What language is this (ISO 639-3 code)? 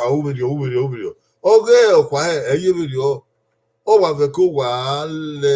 bin